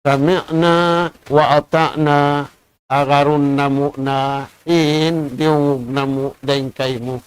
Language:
Tausug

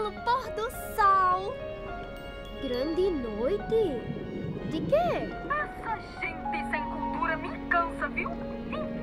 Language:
Portuguese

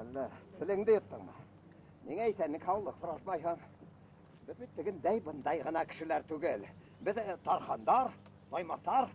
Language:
Bashkir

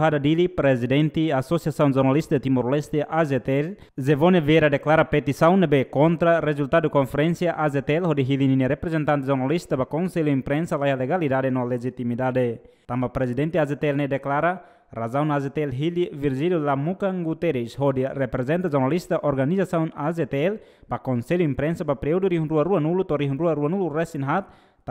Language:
Tetum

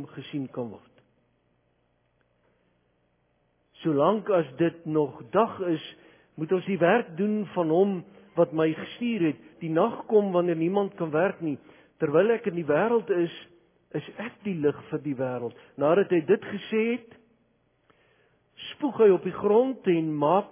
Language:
Afrikaans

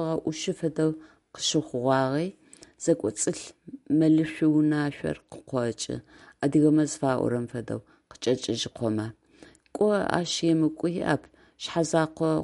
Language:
Adyghe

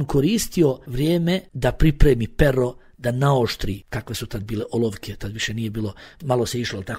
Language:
Bosnian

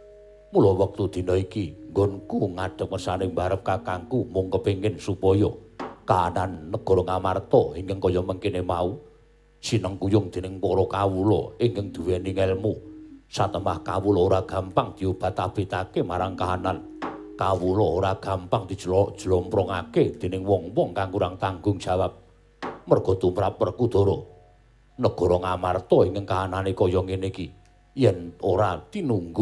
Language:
Javanese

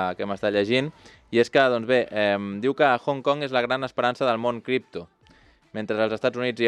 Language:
Catalan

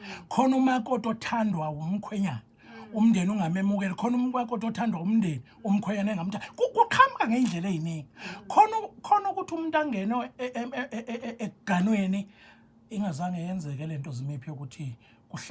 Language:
Zulu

